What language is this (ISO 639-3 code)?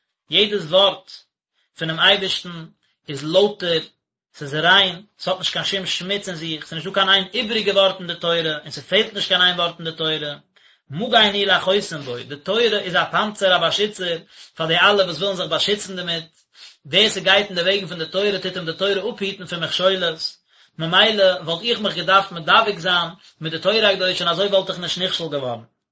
yid